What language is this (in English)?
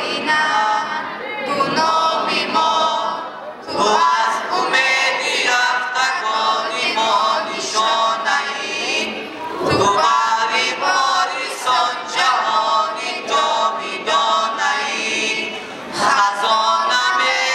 Tajik